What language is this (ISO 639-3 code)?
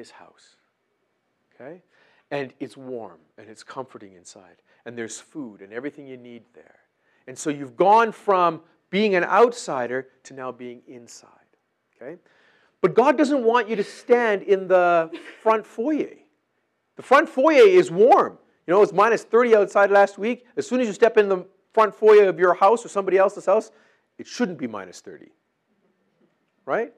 eng